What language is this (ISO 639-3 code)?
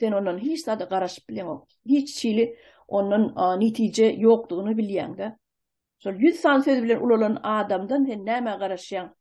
tuk